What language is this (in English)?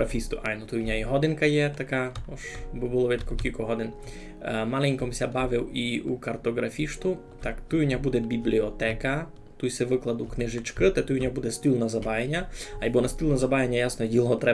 Rusyn